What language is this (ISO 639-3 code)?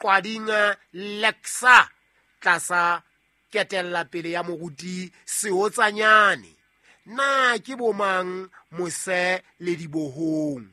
sot